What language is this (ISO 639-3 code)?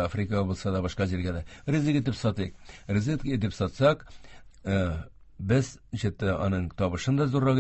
tat